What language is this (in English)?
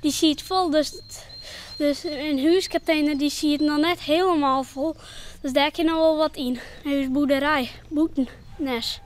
Western Frisian